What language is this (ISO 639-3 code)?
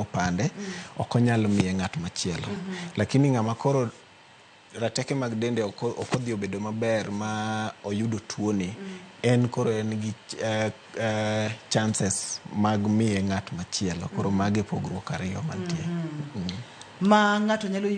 luo